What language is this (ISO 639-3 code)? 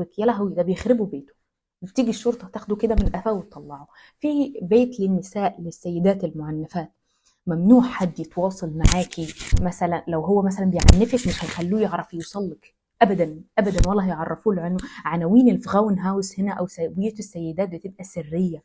arz